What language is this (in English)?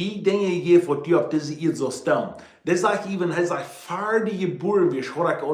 Plautdietsch